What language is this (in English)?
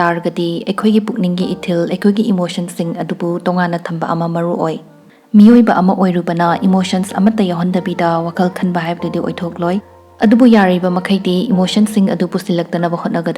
Manipuri